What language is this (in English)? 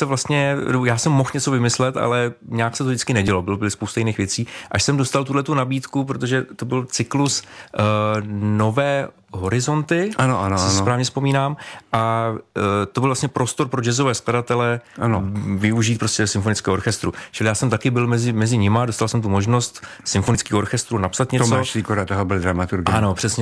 Czech